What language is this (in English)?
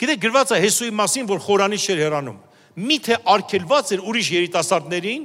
Armenian